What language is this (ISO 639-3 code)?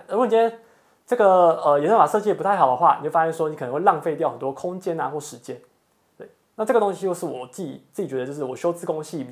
zho